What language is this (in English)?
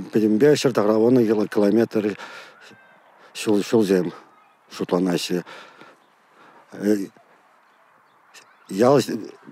Chuvash